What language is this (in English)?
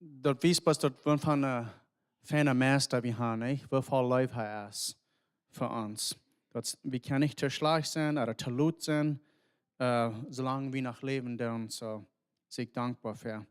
Plautdietsch